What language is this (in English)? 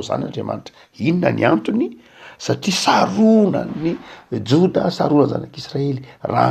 Malagasy